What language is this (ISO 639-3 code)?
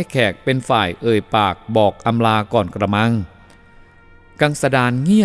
tha